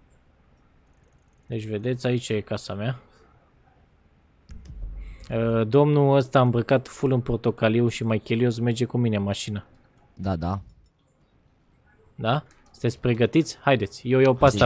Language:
Romanian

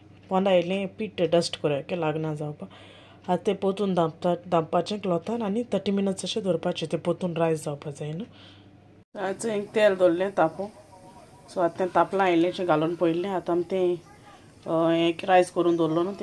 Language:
Konkani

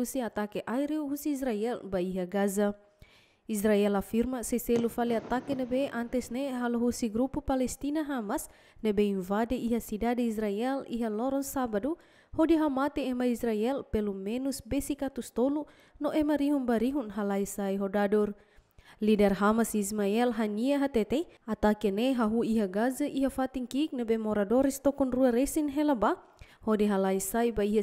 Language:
Tetum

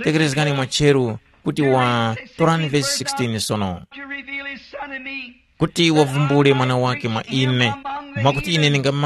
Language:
Tumbuka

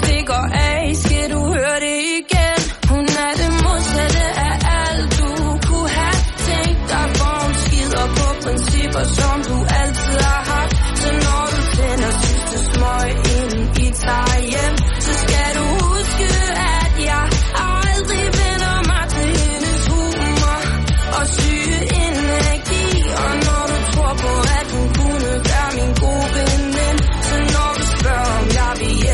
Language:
Danish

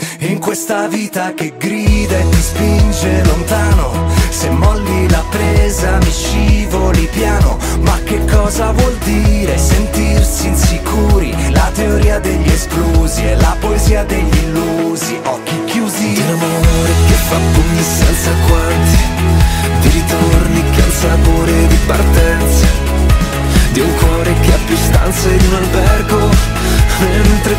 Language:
Italian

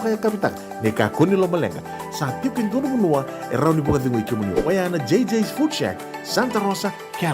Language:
Fijian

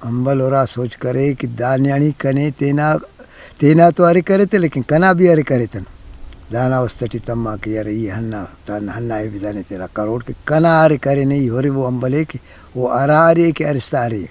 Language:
Brahui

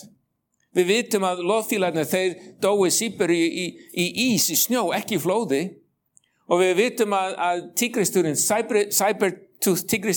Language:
Icelandic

